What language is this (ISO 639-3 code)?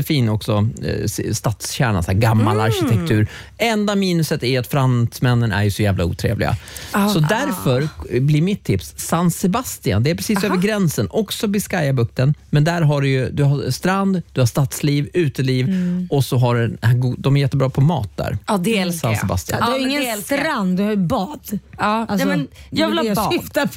swe